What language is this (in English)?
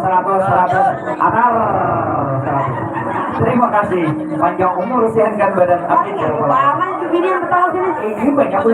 Banjar